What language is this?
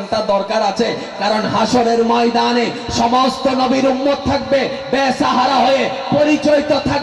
Bangla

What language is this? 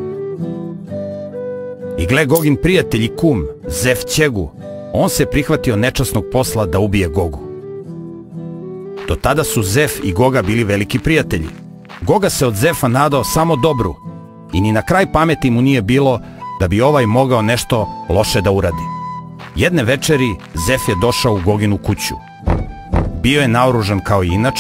Serbian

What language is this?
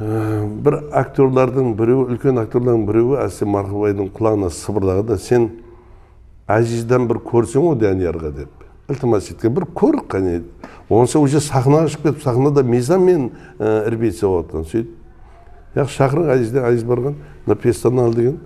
Kara-Kalpak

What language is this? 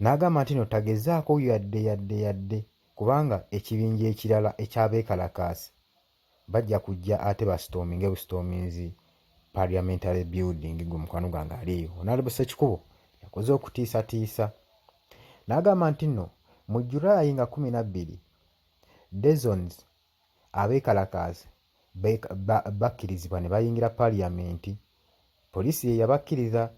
Ganda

